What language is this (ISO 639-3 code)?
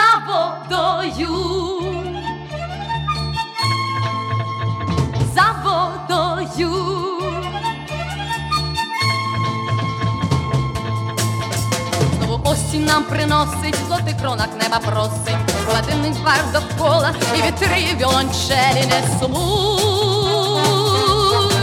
ukr